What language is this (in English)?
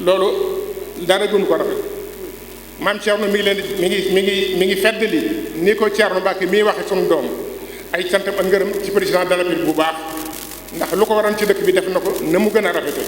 Wolof